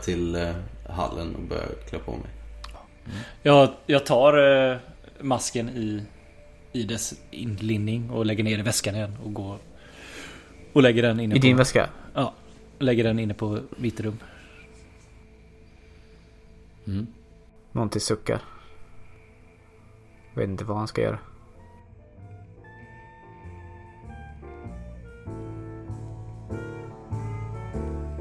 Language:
Swedish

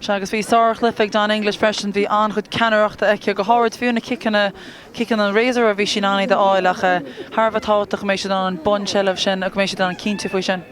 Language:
Irish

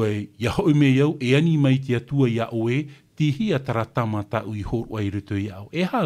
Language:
Tahitian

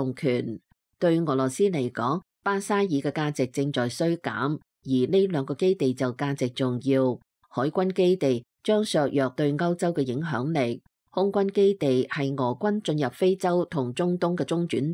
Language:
Cantonese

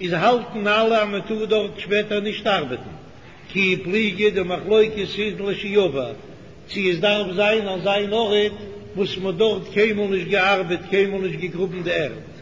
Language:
Yiddish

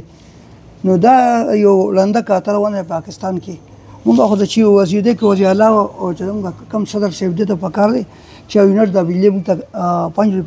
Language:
Pashto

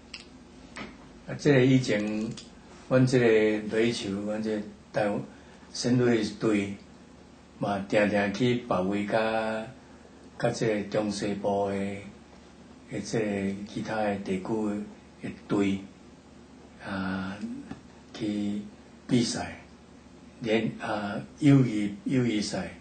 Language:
Min Nan Chinese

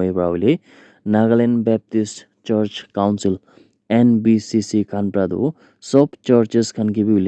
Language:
Naga Pidgin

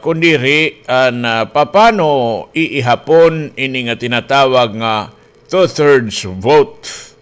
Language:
Waray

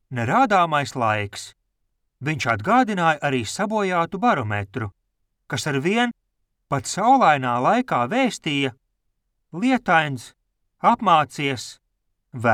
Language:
Latvian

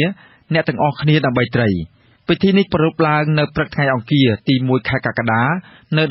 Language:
Khmer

